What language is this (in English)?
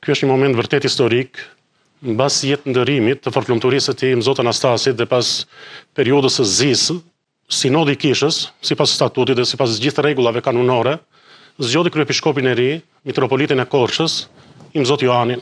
Albanian